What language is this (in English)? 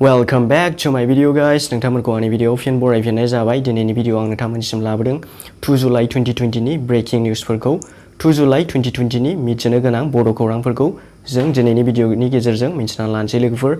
Bodo